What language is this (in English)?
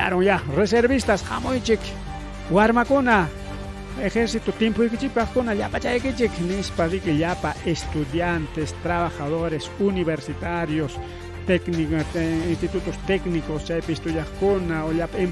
Ayacucho Quechua